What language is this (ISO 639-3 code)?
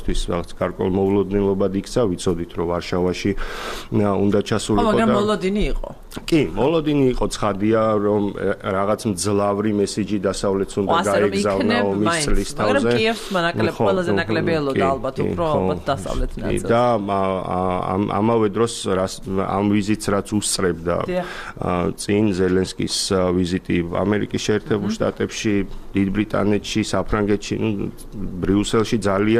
kat